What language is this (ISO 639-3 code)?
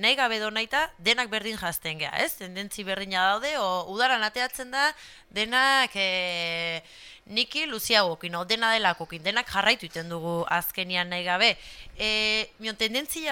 eus